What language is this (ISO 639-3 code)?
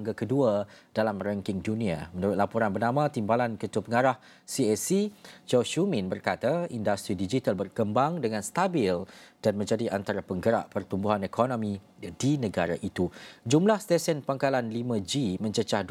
msa